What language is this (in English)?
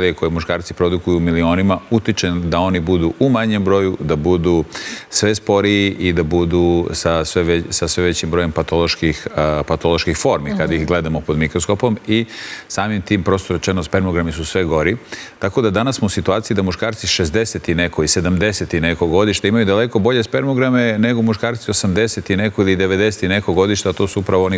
Serbian